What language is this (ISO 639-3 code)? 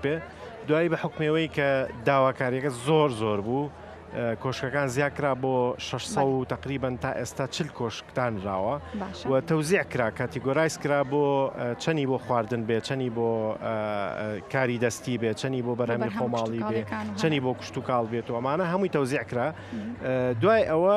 ckb